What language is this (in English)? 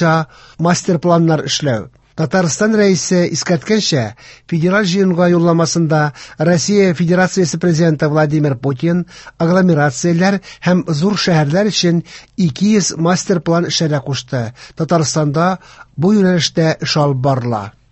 Tatar